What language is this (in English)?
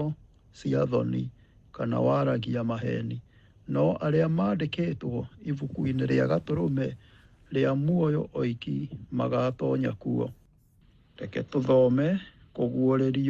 Kikuyu